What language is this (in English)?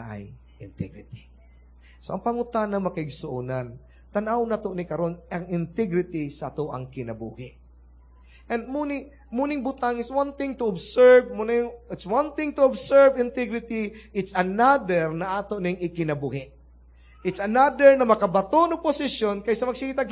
Cebuano